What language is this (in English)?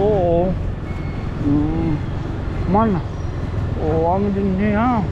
Waray